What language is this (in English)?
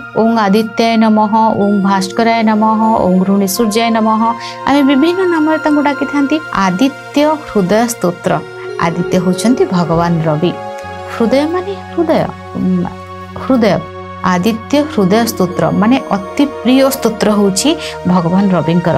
Odia